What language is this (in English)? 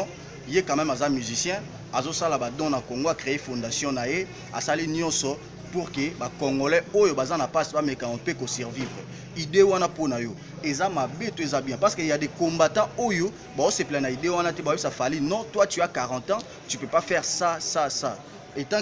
Lingala